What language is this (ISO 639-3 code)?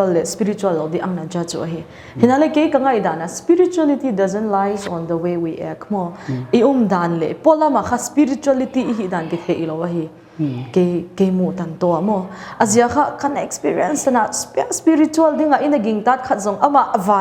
pck